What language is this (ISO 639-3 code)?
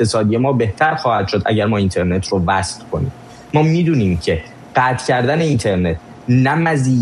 fas